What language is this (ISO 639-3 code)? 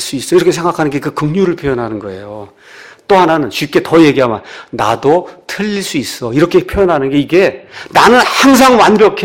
kor